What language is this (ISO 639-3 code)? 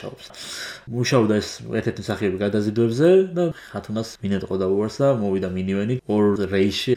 kat